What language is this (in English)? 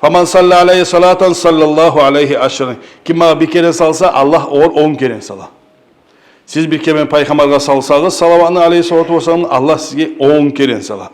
Kumyk